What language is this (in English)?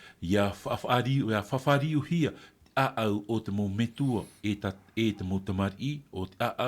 Tahitian